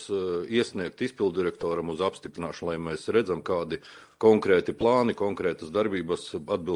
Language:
Latvian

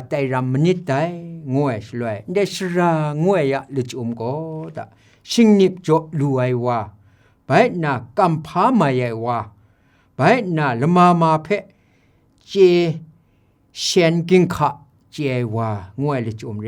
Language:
Kachin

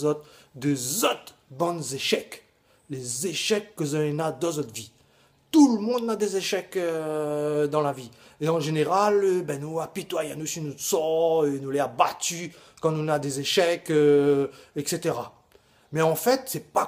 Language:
Réunion Creole French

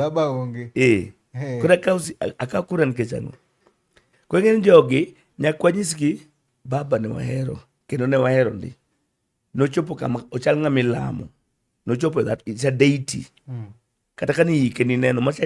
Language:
Luo (Kenya and Tanzania)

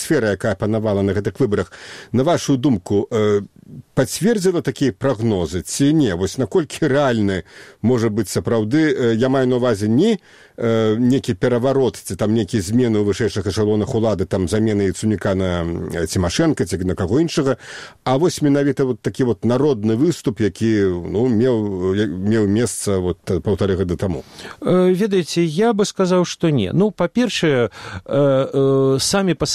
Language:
Belarusian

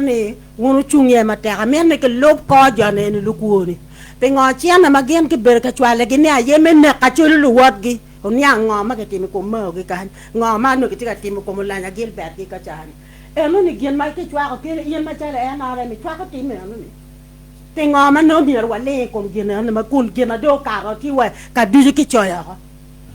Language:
Acoli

